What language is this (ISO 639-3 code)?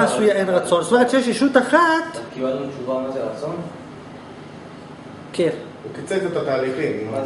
heb